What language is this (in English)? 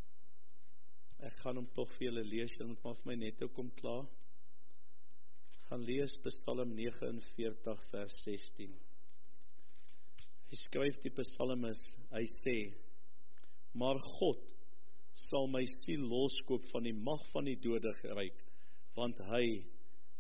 Afrikaans